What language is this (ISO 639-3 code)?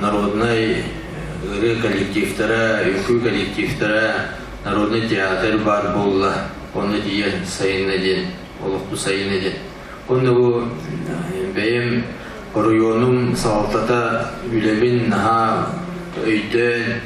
sah